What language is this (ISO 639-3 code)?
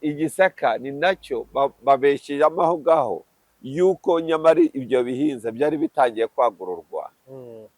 kin